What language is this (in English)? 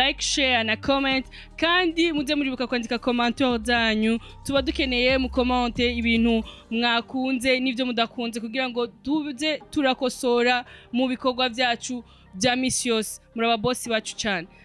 Rundi